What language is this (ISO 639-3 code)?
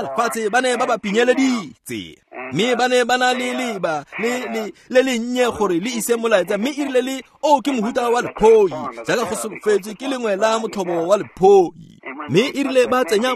tsn